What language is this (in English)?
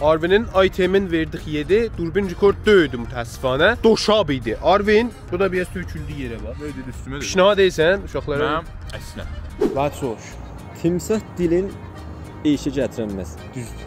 South Azerbaijani